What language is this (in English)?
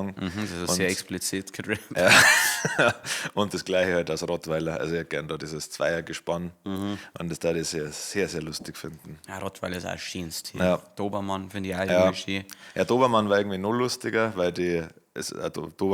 Bavarian